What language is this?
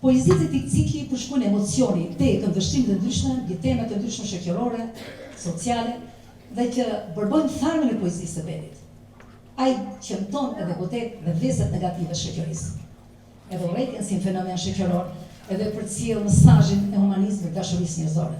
Albanian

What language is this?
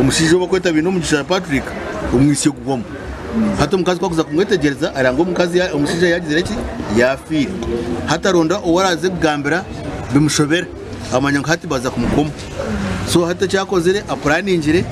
Nyankole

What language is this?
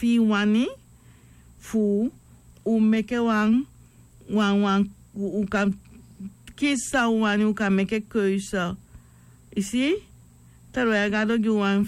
Sranan Tongo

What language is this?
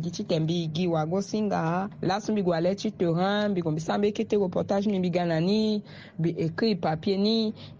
Sango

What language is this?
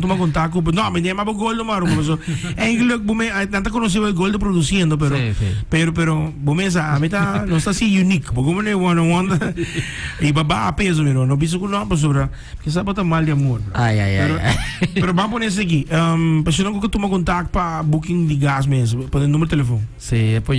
Papiamento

